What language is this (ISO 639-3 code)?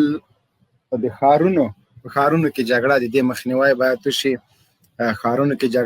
pus